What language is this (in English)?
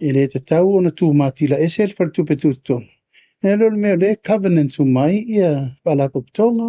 Samoan